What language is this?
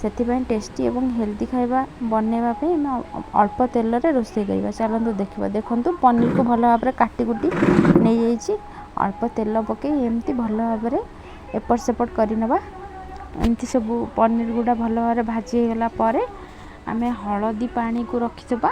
Odia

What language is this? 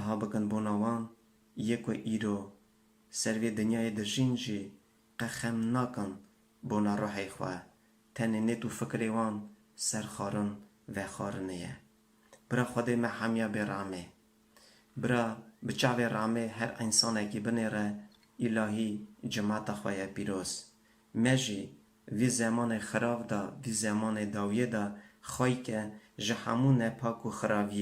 Kurdish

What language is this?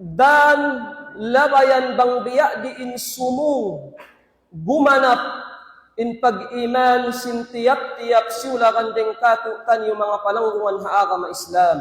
Tausug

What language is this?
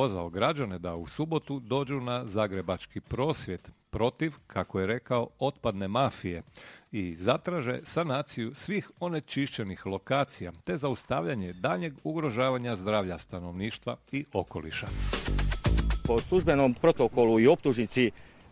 Croatian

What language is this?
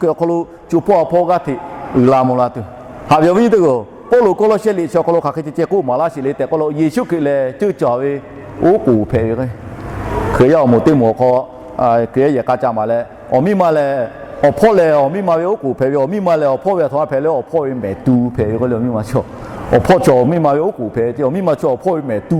Lahu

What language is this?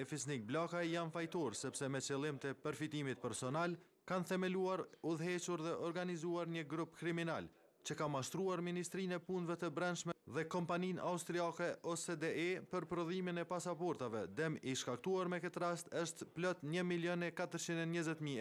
Albanian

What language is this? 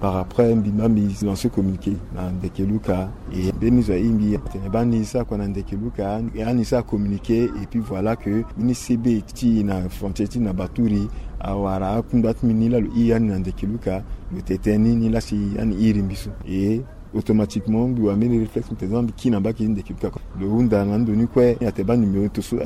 Sango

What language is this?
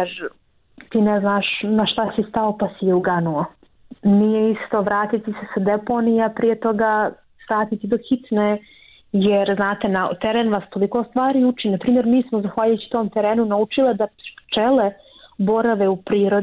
Bosnian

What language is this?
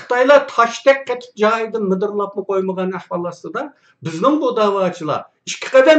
Uyghur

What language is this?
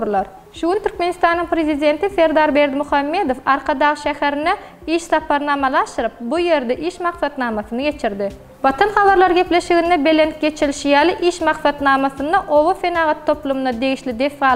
Turkmen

